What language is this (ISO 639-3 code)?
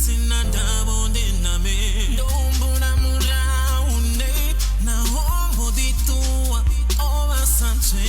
ven